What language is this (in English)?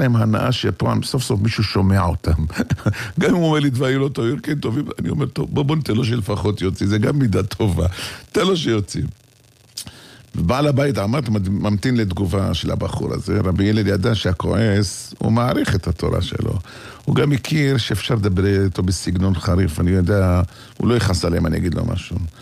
Hebrew